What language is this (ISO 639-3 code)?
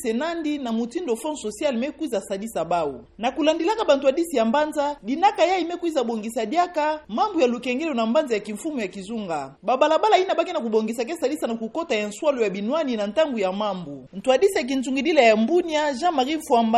ktu